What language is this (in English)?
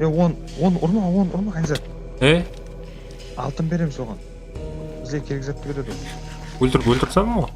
Kara-Kalpak